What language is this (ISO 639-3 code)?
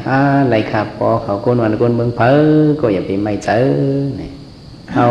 shn